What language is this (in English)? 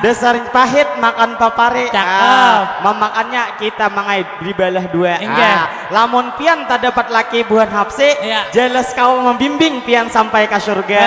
Banjar